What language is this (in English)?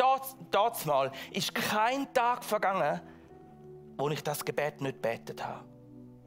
Swiss German